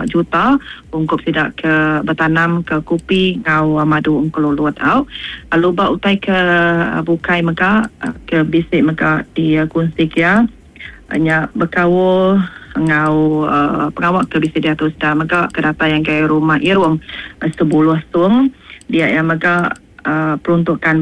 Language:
Iban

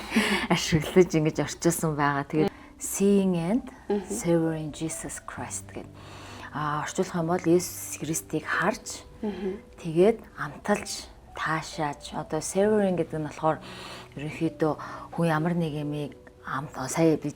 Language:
Mongolian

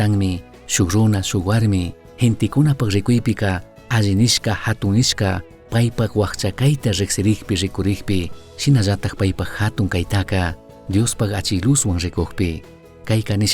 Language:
Chimborazo Highland Quichua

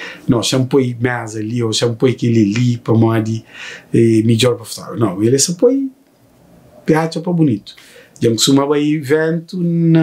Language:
Kabuverdianu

